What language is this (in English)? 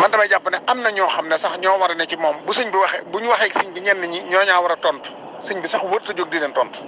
Wolof